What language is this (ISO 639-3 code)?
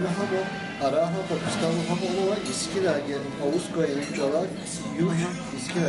abk